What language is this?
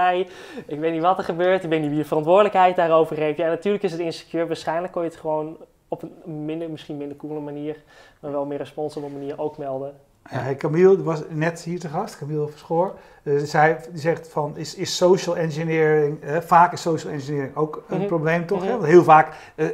Dutch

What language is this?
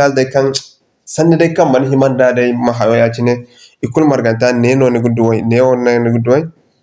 Zarma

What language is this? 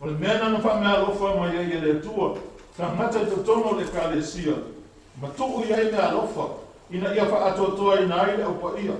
Samoan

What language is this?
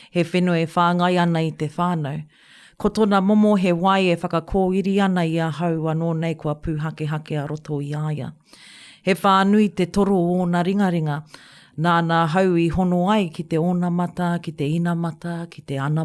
Māori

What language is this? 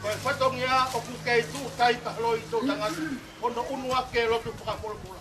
Tongan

